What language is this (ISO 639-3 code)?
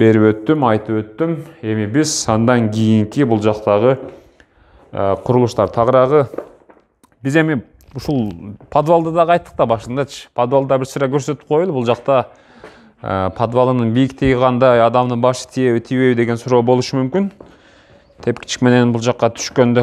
kir